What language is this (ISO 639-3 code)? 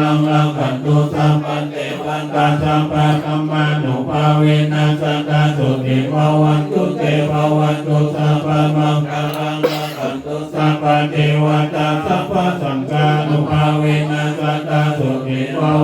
pli